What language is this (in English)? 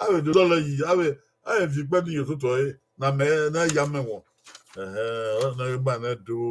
Bini